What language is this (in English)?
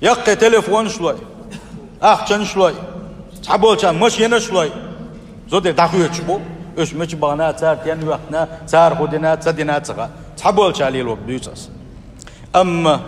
Chechen